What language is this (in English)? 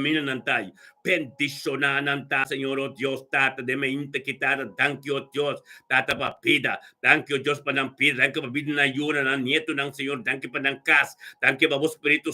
Papiamento